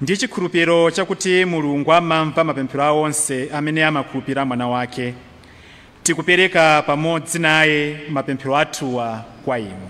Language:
Nyanja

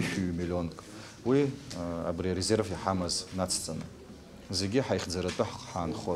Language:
Abkhazian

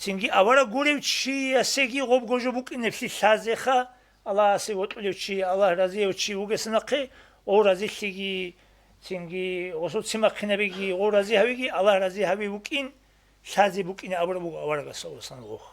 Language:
Avaric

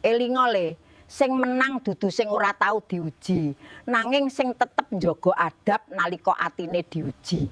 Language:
Javanese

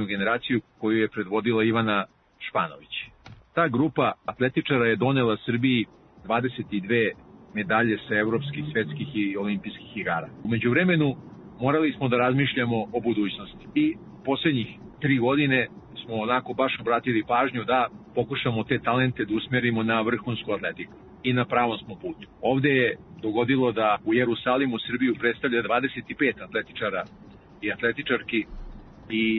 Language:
Serbian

